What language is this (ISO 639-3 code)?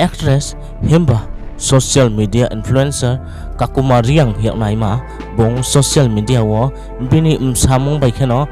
ria